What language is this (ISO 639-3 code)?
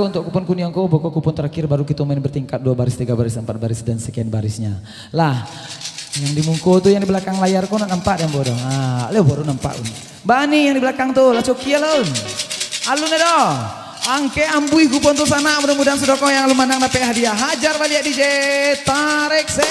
min